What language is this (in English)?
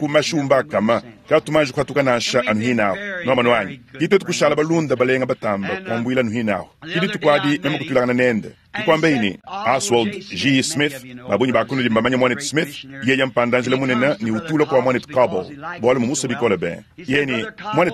Luba-Lulua